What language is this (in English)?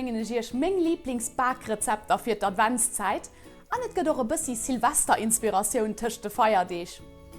Luxembourgish